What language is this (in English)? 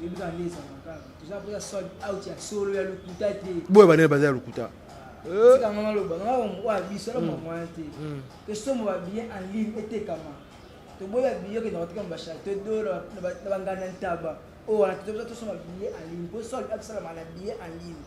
Lingala